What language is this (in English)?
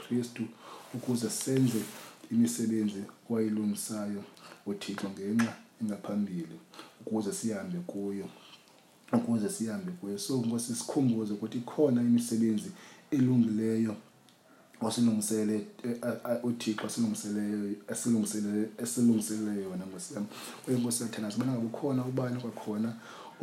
Xhosa